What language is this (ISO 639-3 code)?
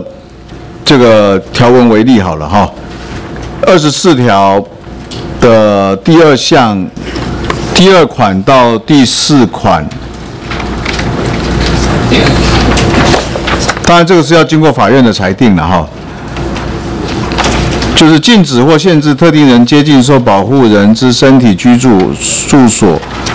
zho